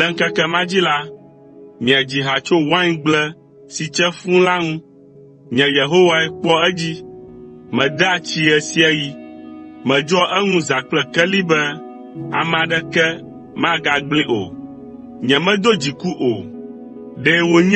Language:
Ewe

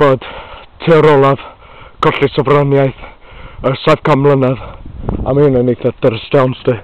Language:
Welsh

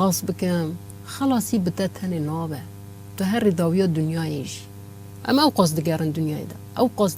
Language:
Kurdish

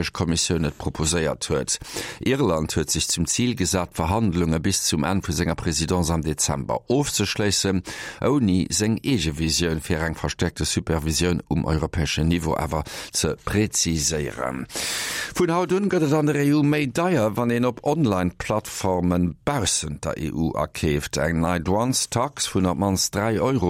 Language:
Luxembourgish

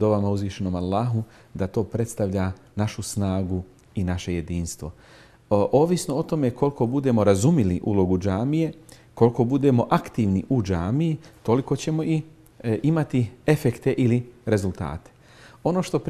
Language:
Bosnian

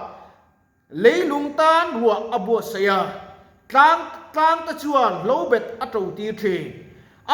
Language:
Mizo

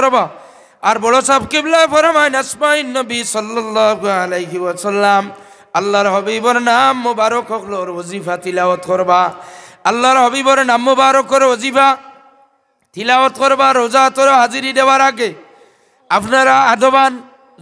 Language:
Sylheti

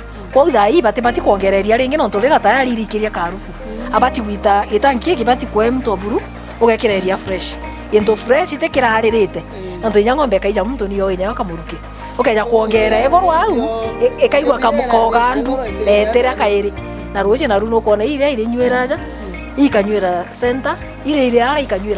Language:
Meru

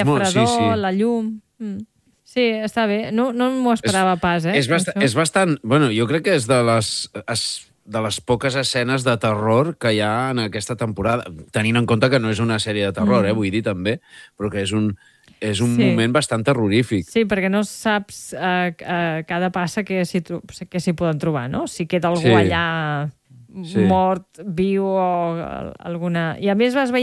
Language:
Catalan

